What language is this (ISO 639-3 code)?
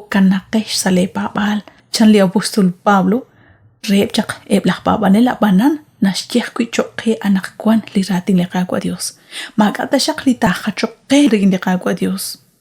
kek